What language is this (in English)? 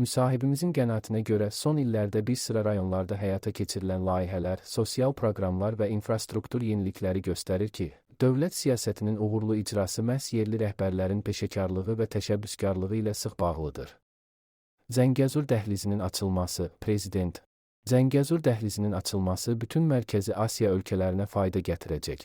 Azerbaijani